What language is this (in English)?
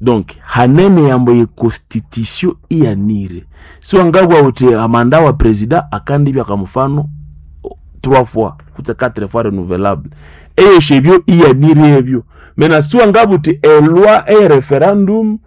Nande